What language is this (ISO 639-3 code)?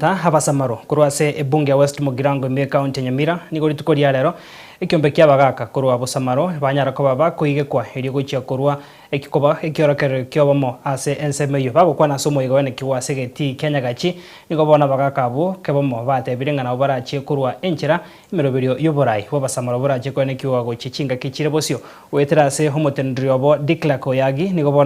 guz